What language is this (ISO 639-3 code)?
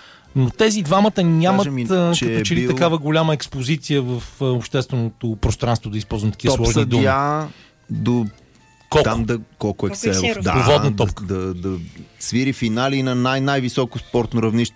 bul